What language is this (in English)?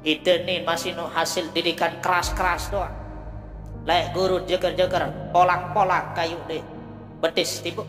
Sasak